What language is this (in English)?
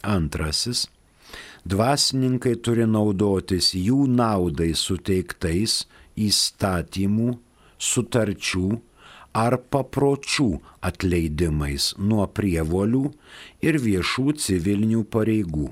Lithuanian